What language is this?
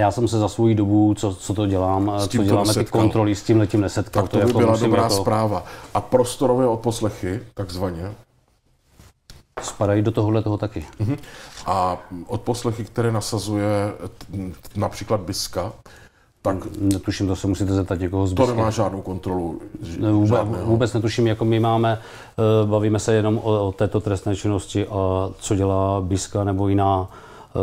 Czech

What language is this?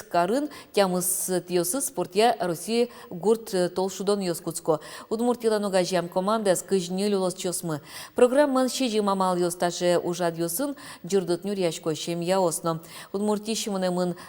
Udmurt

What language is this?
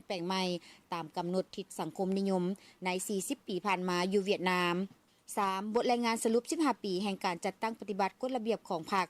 Lao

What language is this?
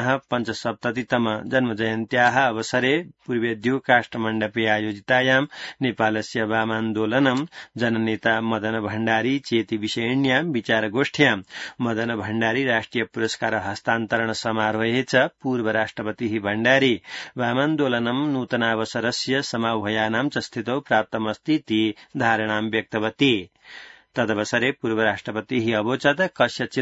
Sanskrit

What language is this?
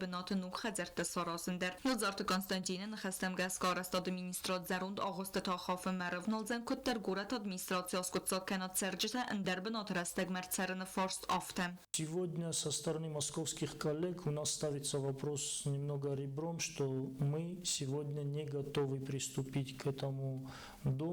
Ossetic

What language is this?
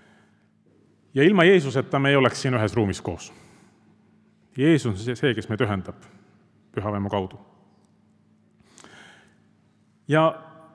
Estonian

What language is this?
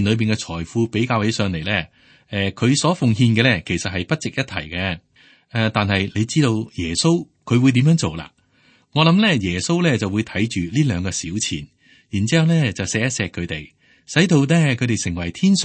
Cantonese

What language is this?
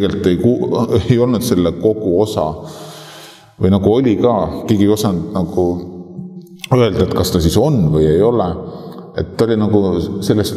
Estonian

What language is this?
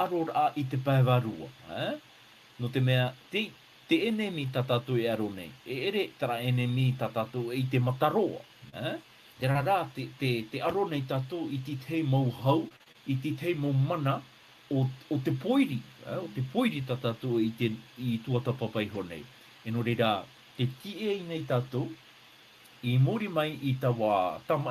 Tahitian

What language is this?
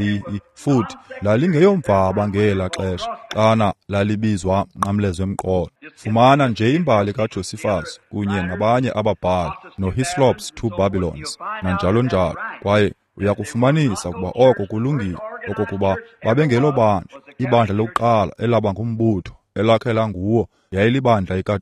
Xhosa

